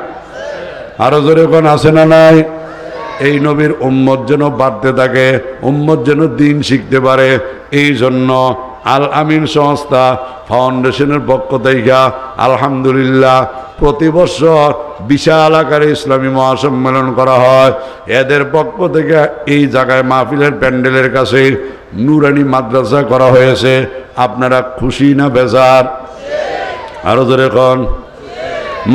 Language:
Bangla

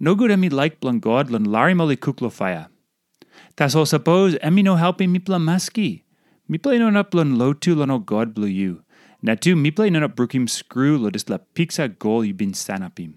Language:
Tok Pisin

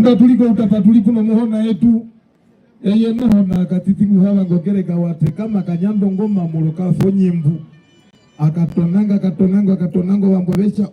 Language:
Herero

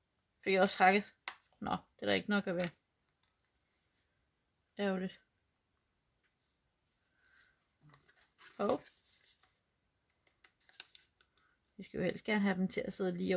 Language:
Danish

